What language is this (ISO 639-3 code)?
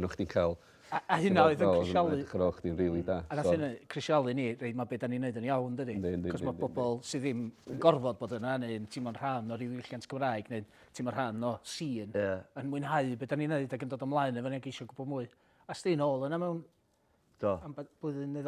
cym